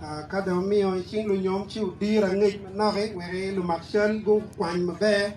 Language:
Acoli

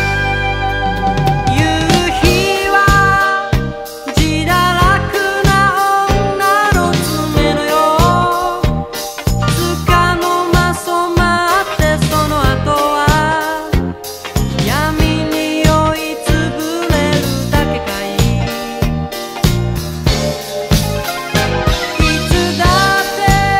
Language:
Japanese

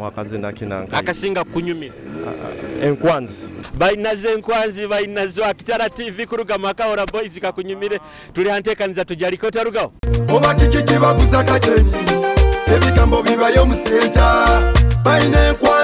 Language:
Nyoro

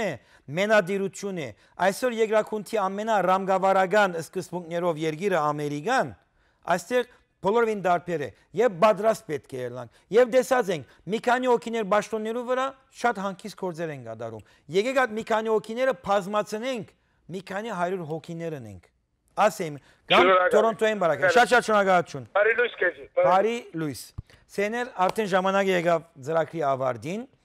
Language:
Western Armenian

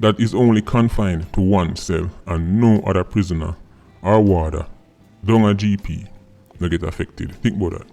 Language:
Jamaican Creole English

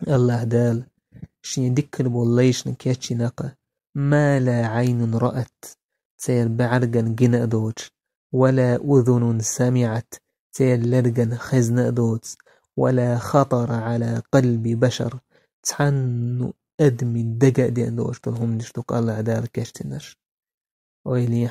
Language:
Chechen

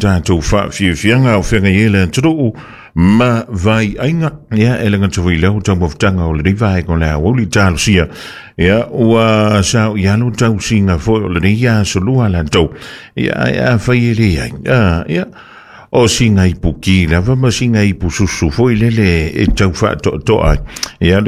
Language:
Samoan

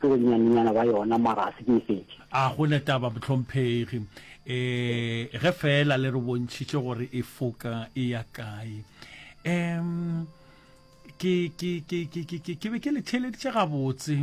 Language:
Northern Sotho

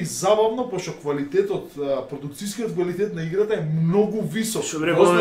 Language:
Macedonian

